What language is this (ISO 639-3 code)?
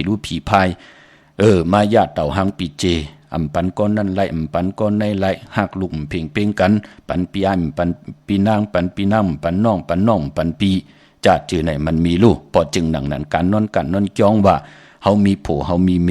shn